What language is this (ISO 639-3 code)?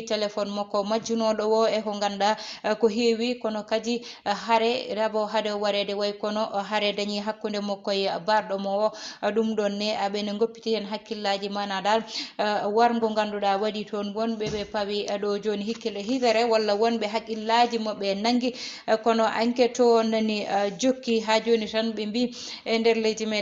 ful